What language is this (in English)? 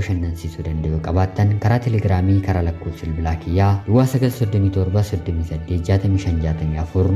Oromo